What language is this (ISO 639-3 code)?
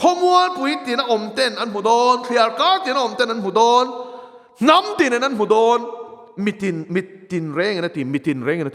lus